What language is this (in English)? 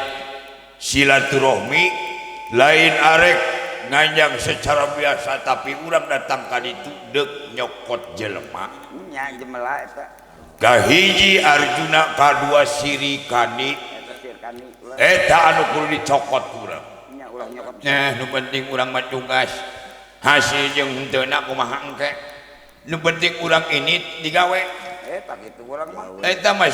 Sundanese